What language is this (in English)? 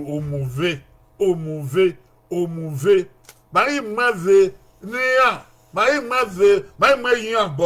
Bini